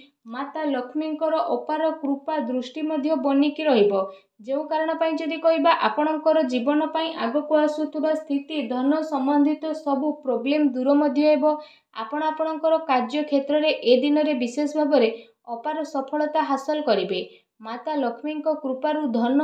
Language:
Odia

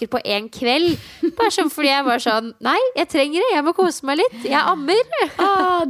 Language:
Norwegian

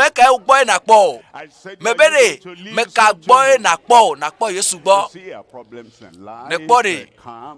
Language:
Ewe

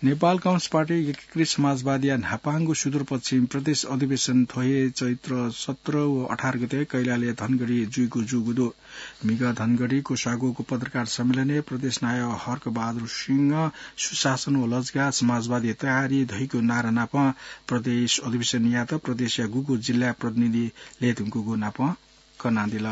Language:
Newari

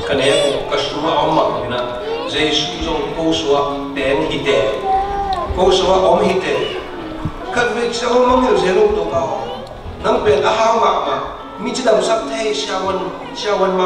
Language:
Tedim Chin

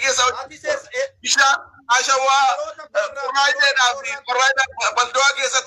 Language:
Oromo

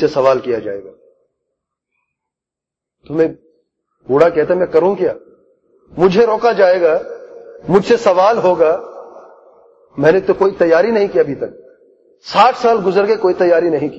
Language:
Urdu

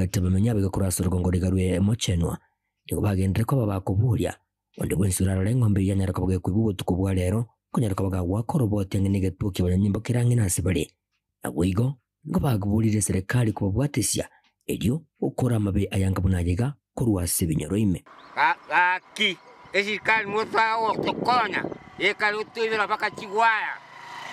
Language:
Gusii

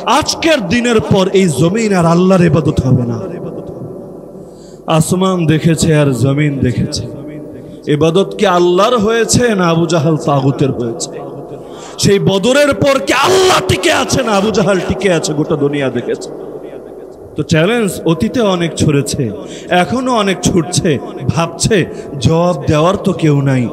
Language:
Bangla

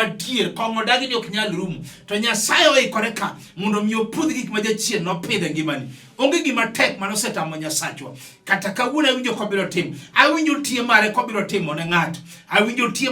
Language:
Luo (Kenya and Tanzania)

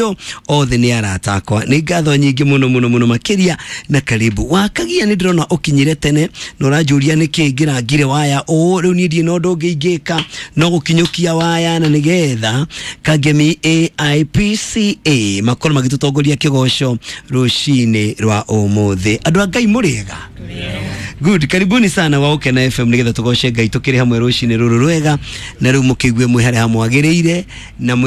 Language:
Kikuyu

